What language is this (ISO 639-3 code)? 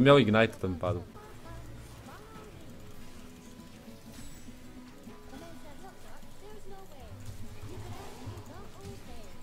pol